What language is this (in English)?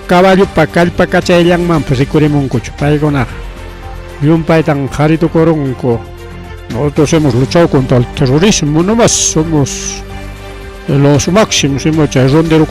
Ayacucho Quechua